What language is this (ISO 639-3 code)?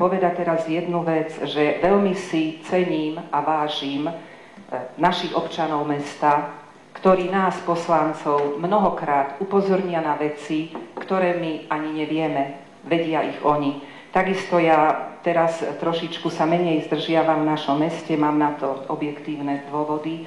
slk